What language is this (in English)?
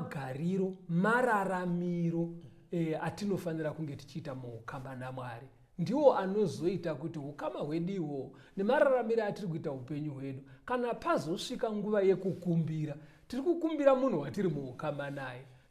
Shona